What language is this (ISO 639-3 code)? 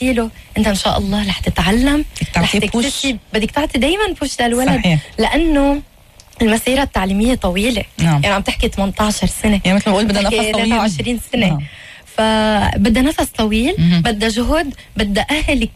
apc